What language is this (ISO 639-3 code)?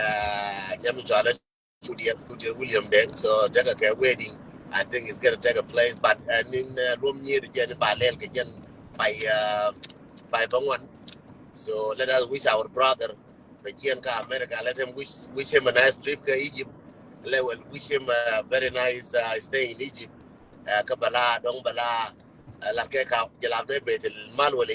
nus